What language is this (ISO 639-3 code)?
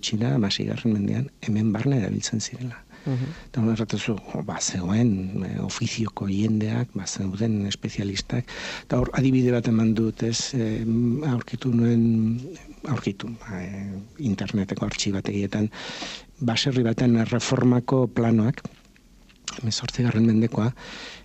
eus